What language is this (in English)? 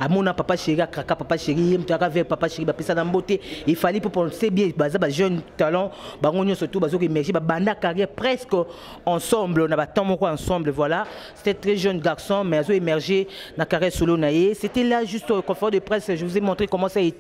French